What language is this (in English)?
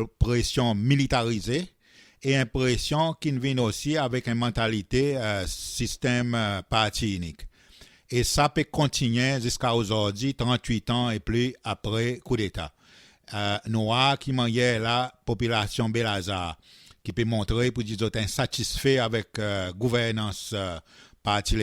Seselwa Creole French